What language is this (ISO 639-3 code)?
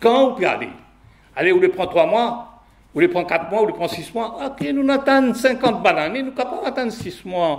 mfe